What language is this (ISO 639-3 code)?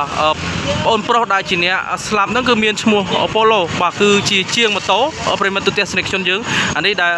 khm